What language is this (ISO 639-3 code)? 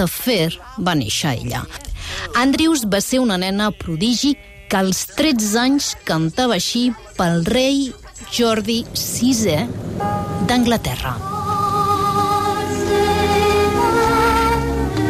cat